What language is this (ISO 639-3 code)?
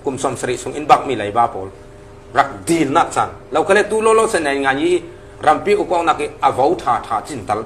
ctd